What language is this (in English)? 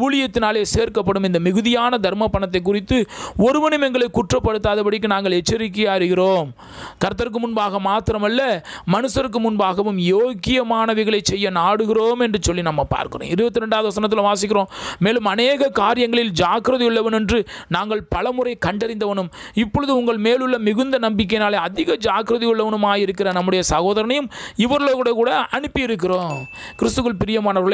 Tamil